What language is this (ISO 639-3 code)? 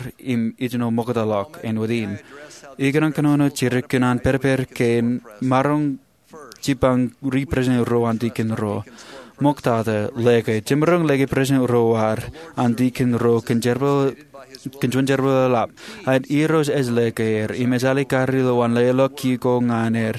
mah